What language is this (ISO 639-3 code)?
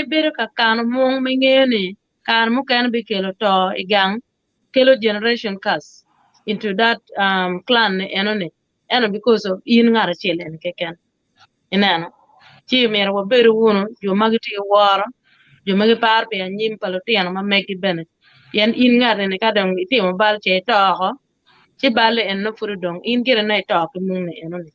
ach